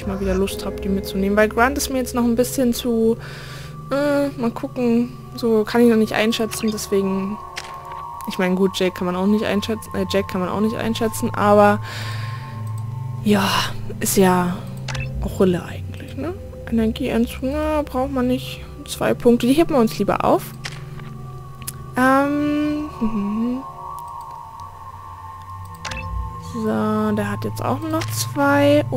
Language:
German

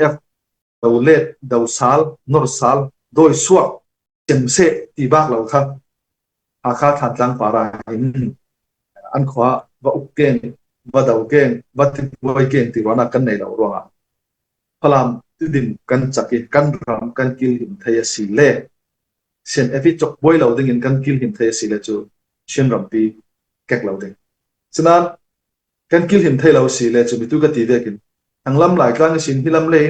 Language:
Falam Chin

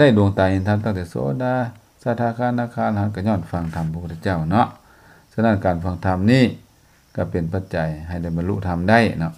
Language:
Lao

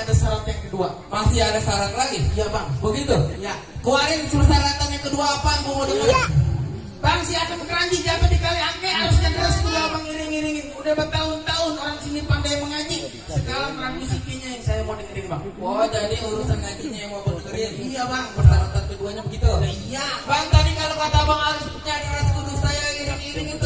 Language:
Betawi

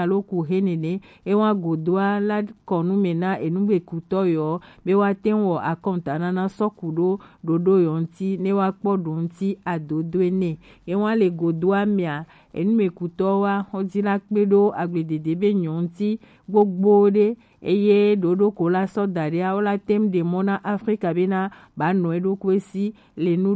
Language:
Gen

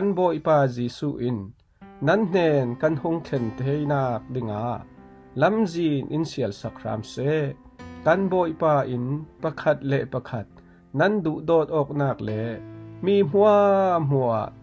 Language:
Falam Chin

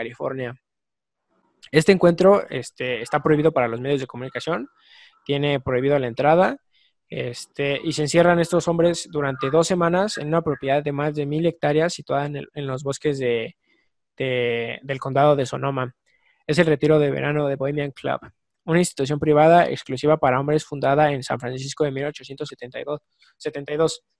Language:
Spanish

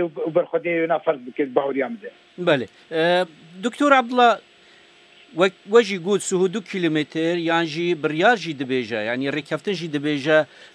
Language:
Kurdish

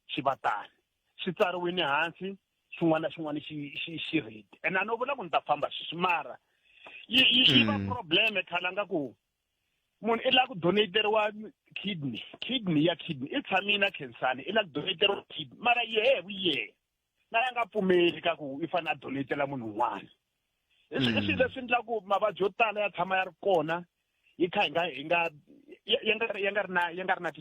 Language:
Tsonga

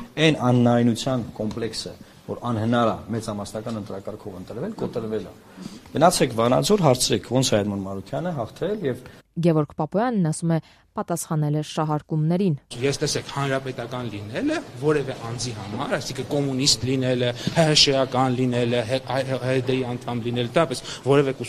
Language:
Armenian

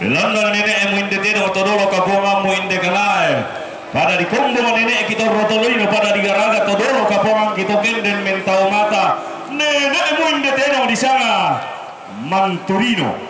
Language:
Toraja-Sa'dan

